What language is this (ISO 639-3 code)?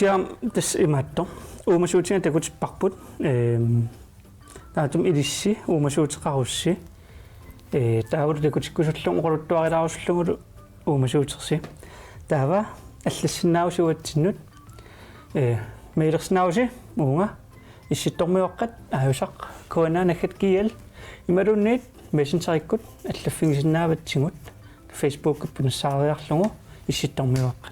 kal